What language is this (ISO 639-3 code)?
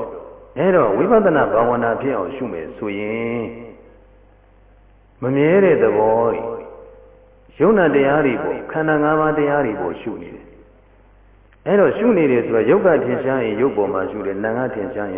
mya